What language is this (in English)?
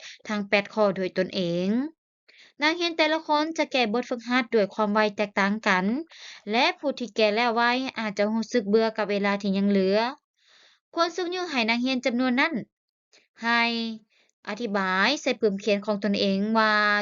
Lao